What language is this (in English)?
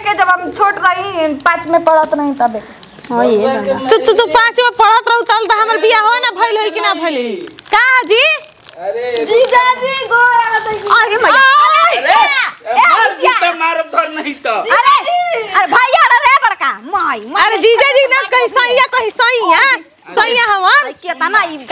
Bhojpuri